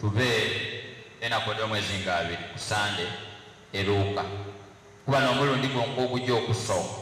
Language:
Soga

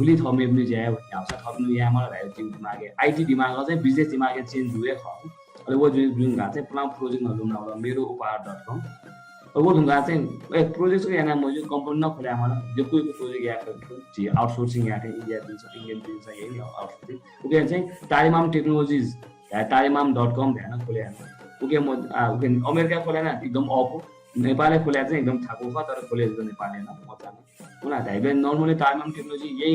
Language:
Newari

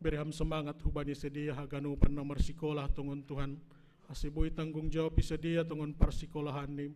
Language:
Batak Simalungun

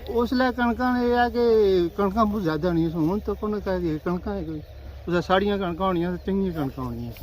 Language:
Pahari-Potwari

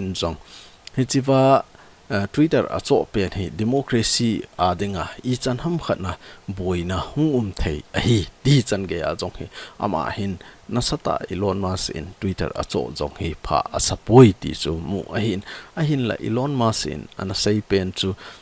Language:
Thado Chin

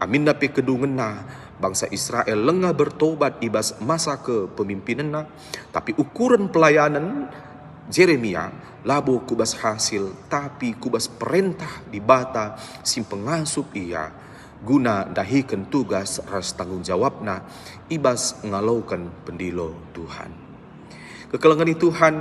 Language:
Batak Karo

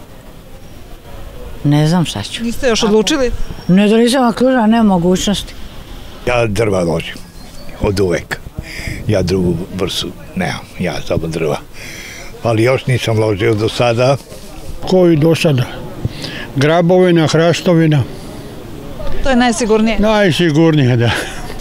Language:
Serbian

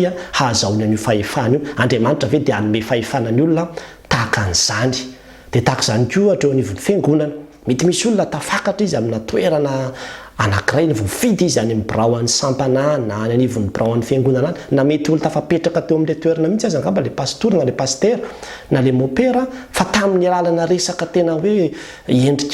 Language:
Malagasy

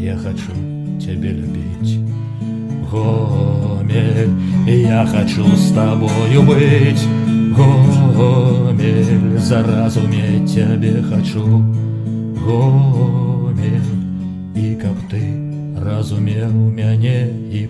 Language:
Belarusian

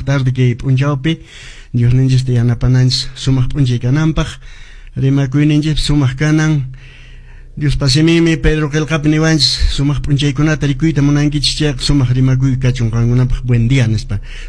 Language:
Quechua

